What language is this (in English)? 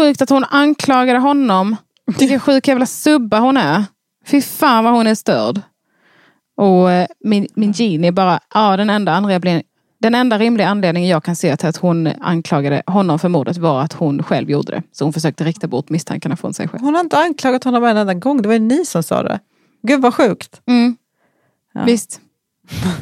Swedish